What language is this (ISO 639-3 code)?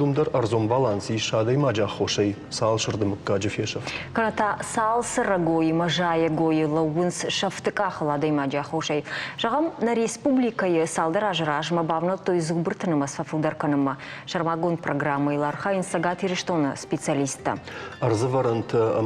oss